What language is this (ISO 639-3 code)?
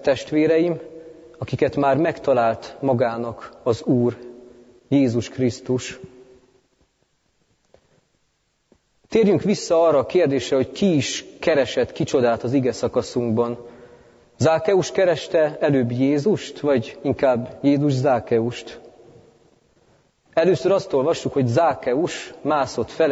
hun